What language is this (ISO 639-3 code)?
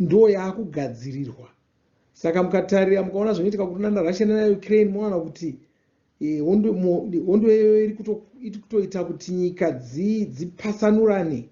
sna